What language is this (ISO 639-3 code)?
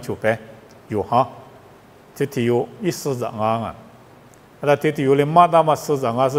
lis